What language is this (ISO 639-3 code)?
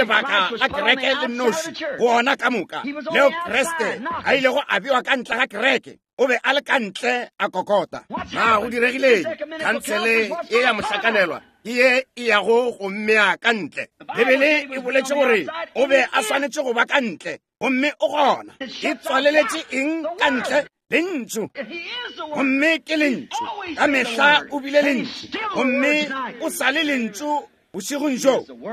nso